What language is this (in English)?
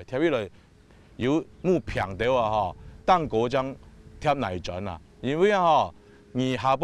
Hakka Chinese